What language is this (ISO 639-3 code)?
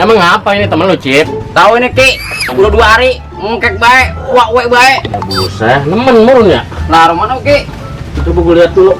bew